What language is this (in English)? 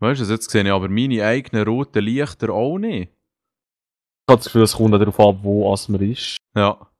Swiss German